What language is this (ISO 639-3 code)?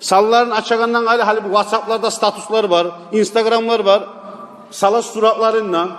kum